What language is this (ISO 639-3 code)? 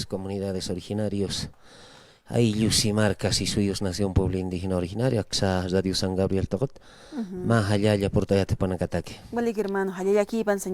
aym